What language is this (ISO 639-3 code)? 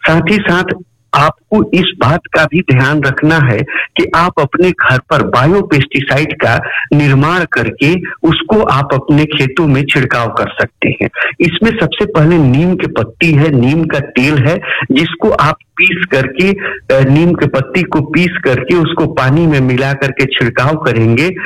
hin